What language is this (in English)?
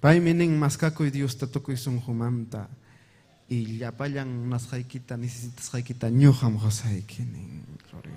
Ayacucho Quechua